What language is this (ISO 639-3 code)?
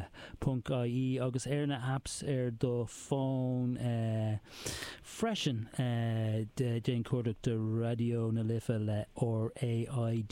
gle